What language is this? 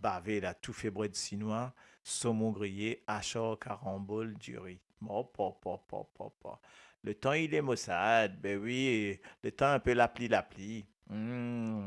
Morisyen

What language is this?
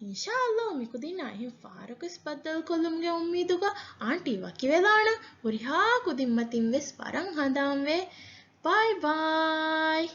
Divehi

